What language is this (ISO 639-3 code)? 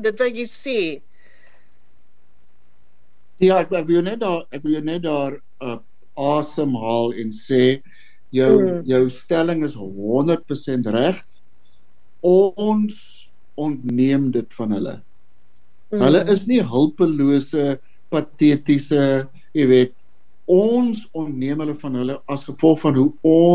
afr